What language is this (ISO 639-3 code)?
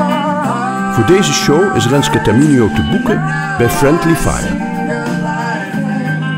nld